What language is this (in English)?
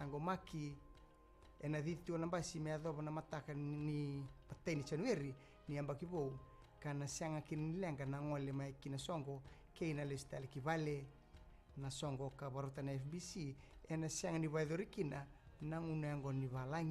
Fijian